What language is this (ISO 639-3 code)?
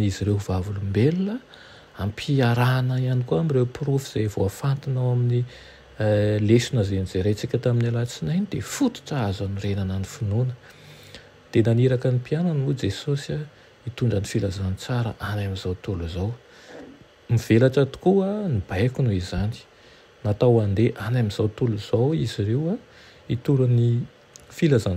mlg